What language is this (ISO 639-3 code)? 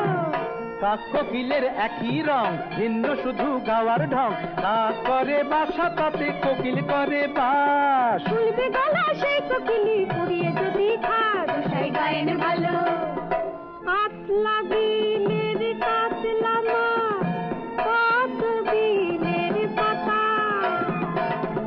ben